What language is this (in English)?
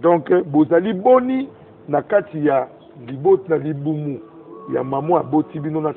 Lingala